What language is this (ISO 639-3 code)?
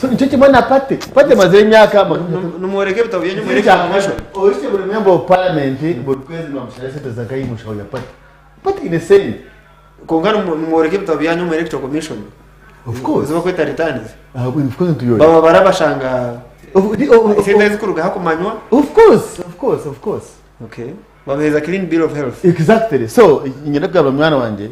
nyn